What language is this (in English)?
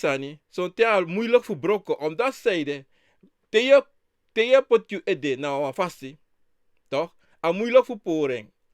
Sranan Tongo